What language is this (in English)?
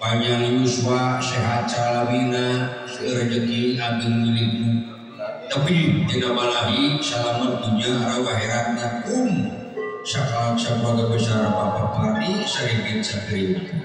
Sundanese